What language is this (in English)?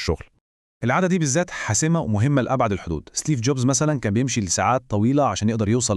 Egyptian Arabic